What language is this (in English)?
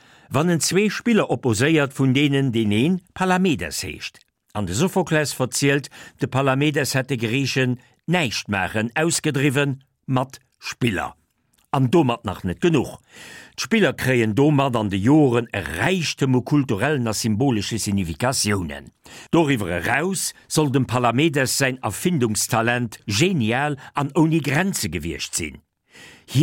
Luxembourgish